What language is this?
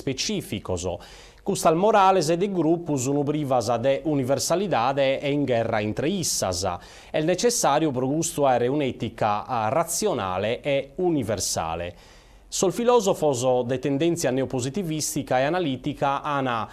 Sardinian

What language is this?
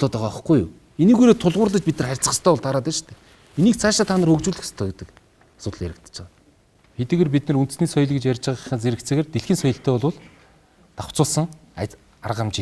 Mongolian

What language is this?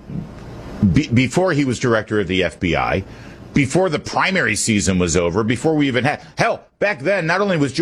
English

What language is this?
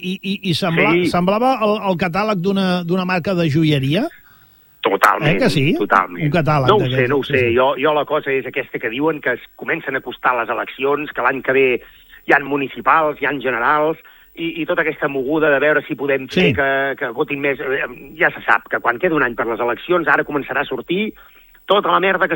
Catalan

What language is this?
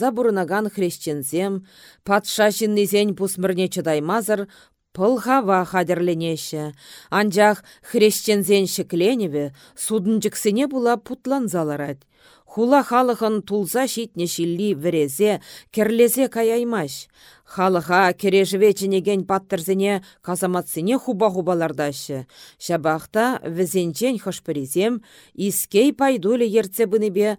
Chuvash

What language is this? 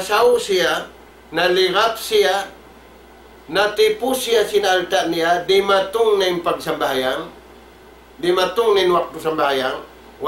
Tausug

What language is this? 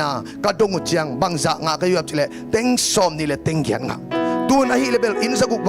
Tedim Chin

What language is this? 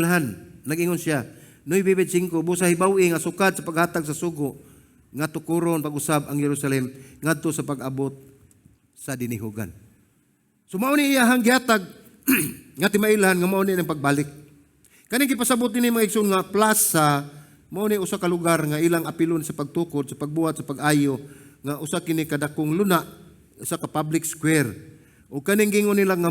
Cebuano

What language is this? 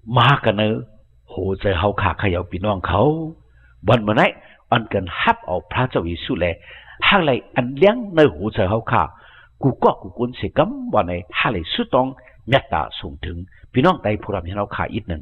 Shan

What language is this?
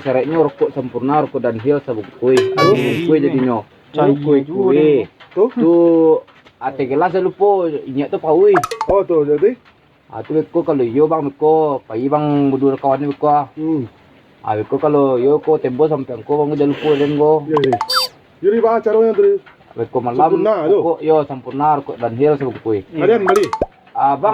Minangkabau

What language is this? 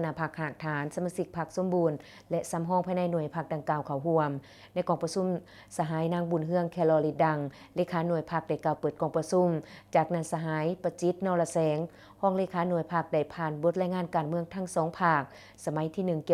Lao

